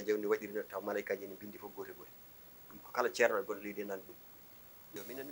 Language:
Fula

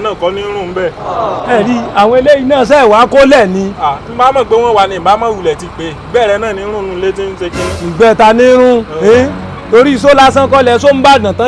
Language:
Yoruba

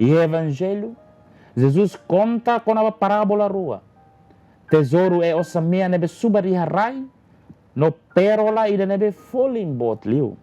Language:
Tetum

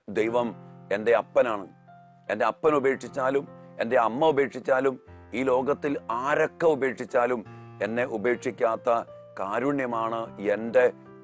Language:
Malayalam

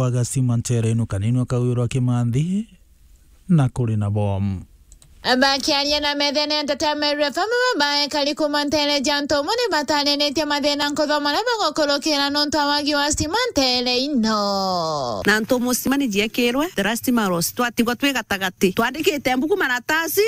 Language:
Meru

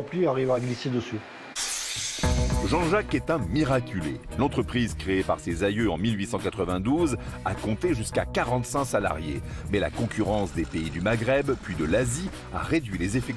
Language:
French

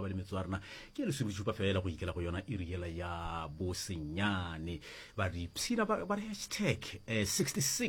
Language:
Northern Sotho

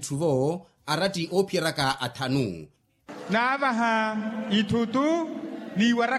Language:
Makhuwa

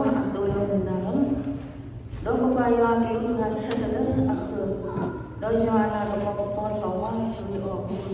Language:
S'gaw Karen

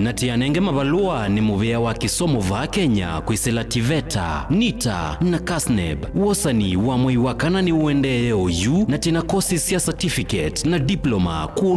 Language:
Kamba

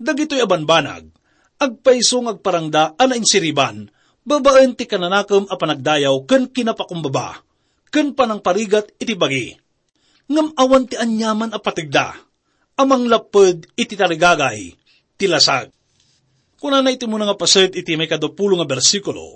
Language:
Iloko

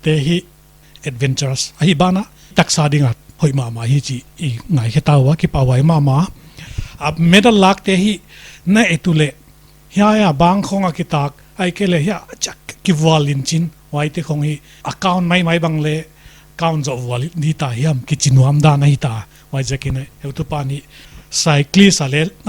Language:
Paite Chin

